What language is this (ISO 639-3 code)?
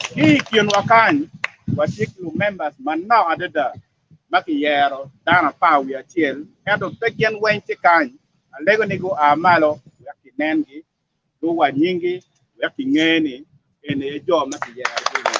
ach